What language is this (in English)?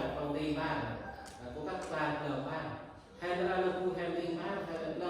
Central Mnong